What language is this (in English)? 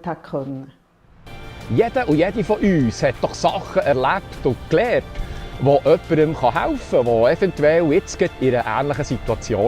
Swiss German